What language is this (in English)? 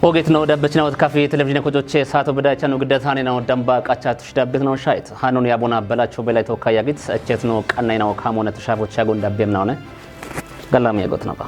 Kafa